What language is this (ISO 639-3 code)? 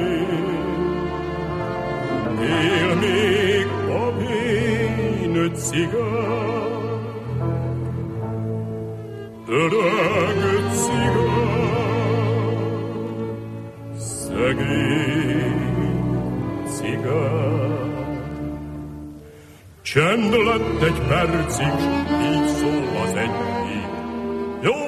hun